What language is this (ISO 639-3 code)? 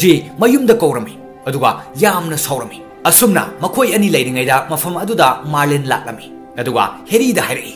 mni